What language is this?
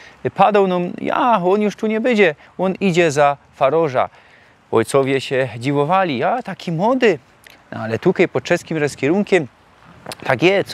Silesian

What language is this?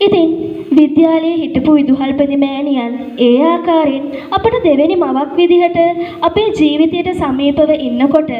Sinhala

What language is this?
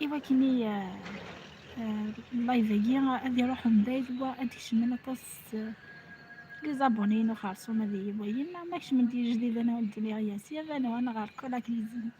Kabyle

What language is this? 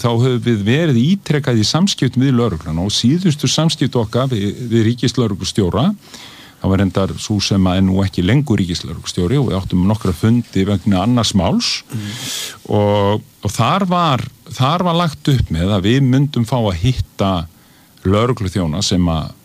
Icelandic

